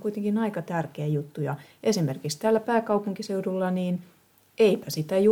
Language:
Finnish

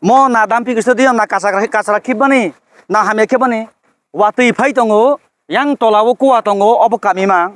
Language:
Kok Borok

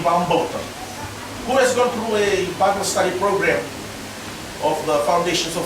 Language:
Fijian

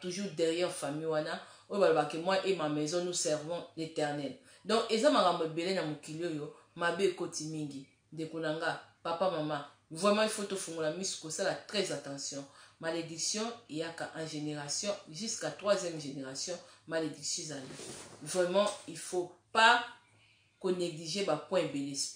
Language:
Lingala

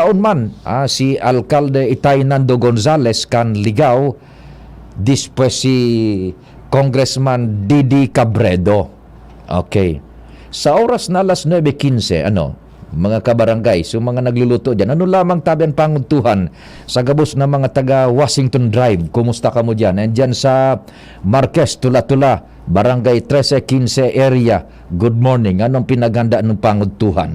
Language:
Bikol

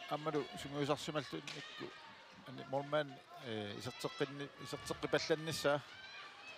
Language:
Kalaallisut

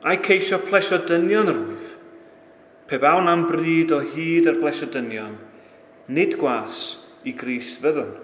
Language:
Welsh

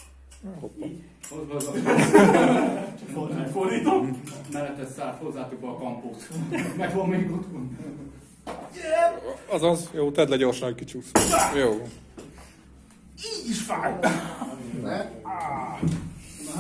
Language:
Hungarian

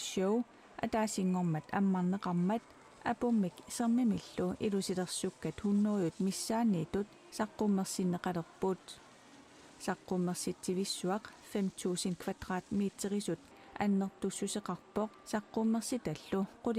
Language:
Kalaallisut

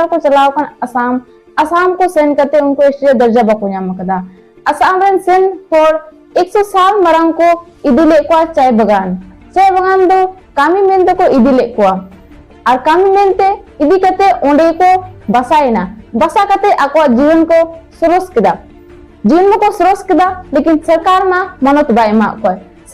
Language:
Santali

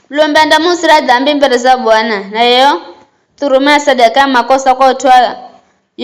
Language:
Giryama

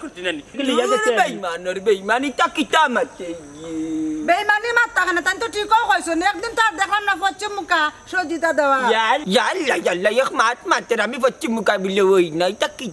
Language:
Sylheti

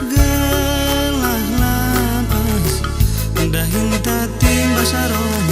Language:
Batak Karo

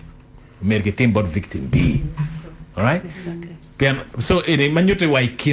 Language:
Acoli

